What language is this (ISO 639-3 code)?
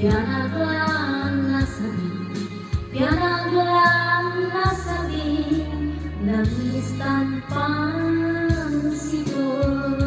pag